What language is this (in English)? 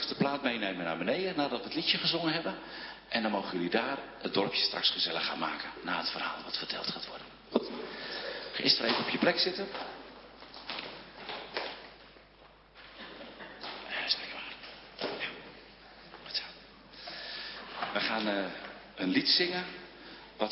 Dutch